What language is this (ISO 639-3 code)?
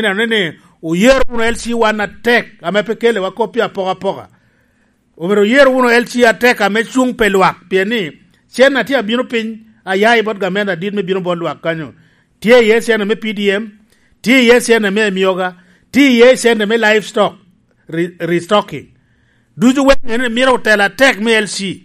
laj